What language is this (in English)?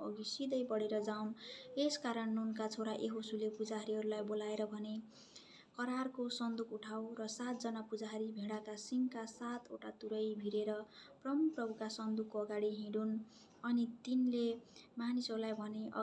Nepali